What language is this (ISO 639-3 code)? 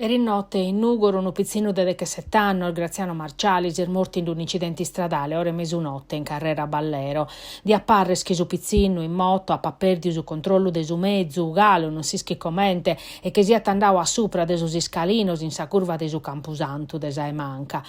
srd